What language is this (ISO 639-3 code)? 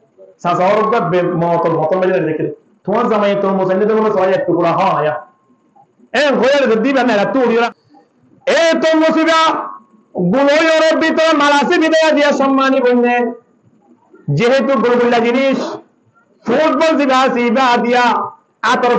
rhg